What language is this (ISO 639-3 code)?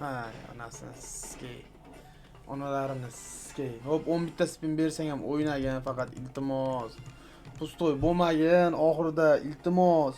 uzb